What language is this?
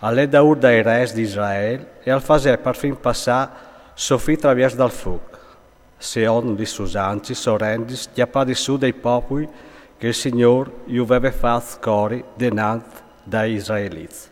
Friulian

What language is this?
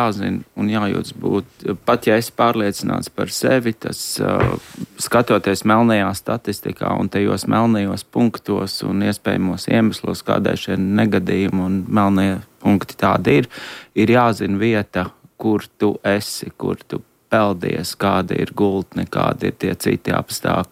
Latvian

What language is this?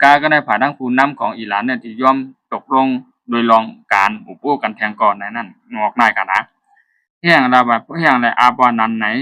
Shan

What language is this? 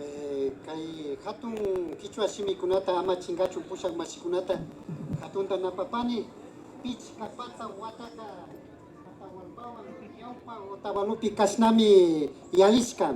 Imbabura Highland Quichua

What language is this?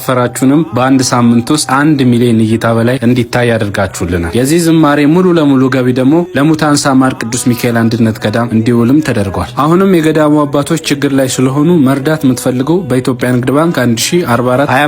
Amharic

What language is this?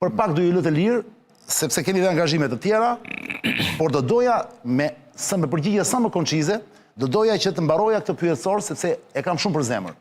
Albanian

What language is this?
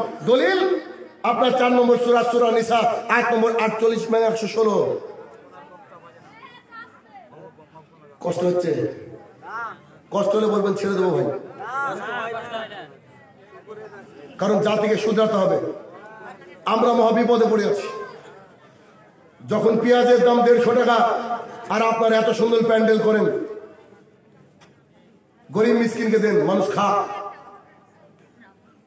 Bangla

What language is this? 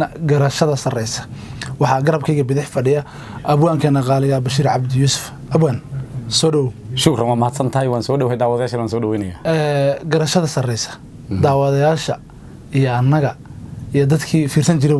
Somali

